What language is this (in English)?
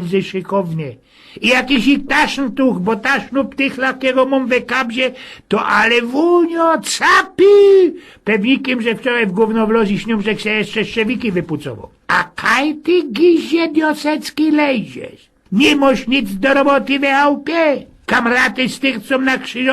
Silesian